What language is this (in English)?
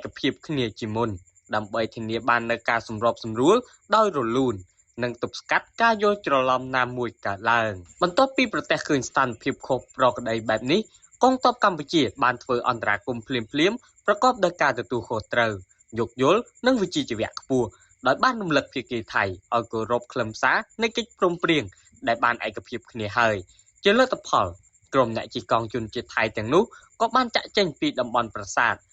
Khmer